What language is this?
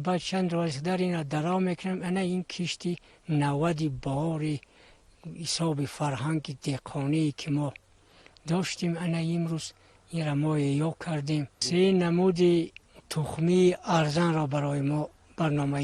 Tajik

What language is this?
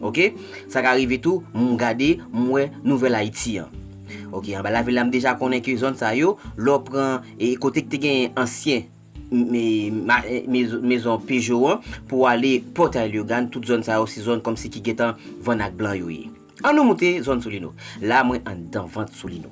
Haitian Creole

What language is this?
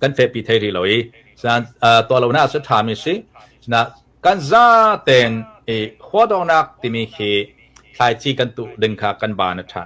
Hakha Chin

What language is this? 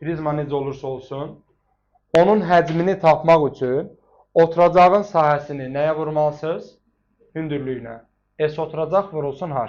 Azerbaijani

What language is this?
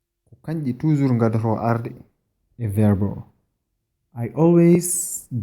Fula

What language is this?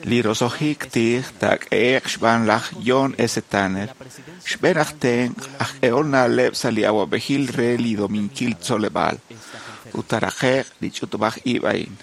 Kekchí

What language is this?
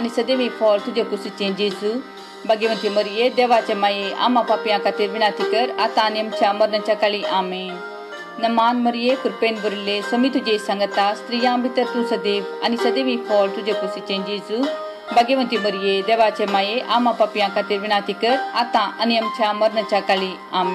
Konkani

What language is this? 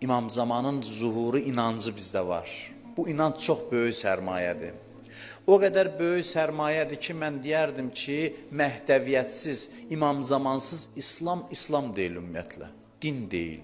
Azerbaijani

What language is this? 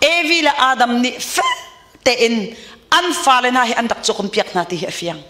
Hakha Chin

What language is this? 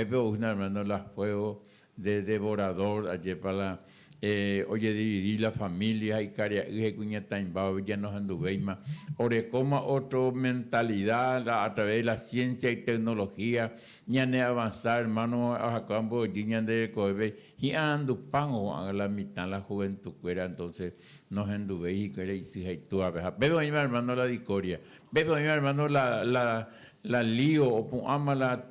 Guarani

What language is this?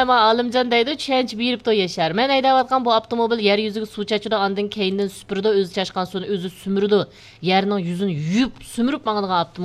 Uyghur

